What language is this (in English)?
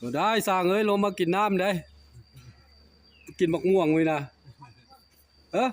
Lao